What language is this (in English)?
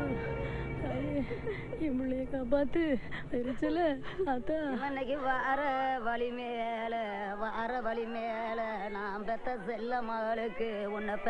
Tamil